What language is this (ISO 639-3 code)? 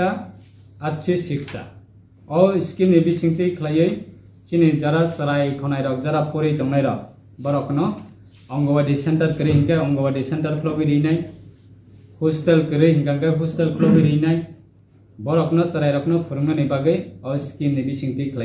ria